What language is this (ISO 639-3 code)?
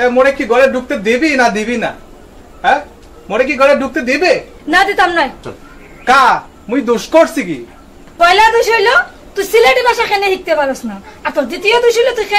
syl